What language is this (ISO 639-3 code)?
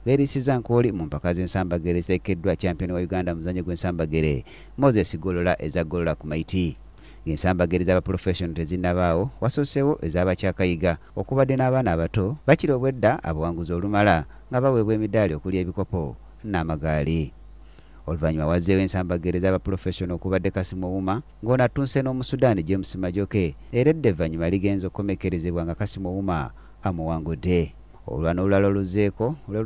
lug